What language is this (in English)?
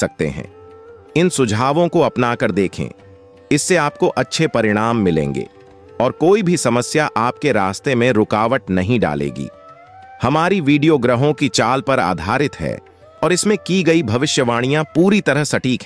Hindi